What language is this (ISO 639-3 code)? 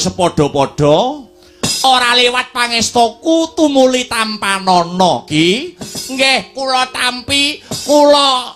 jav